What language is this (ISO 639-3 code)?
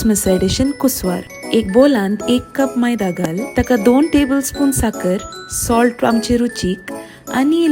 kok